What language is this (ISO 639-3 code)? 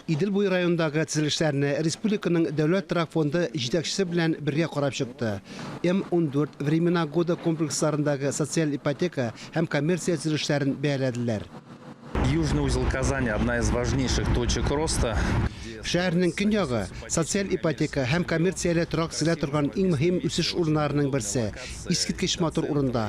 tat